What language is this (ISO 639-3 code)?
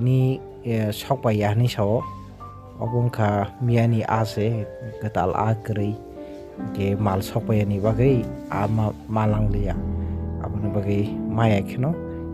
trp